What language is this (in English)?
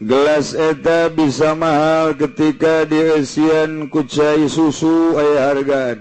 Sundanese